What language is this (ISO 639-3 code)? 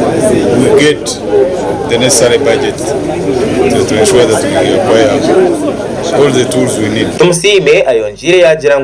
nyn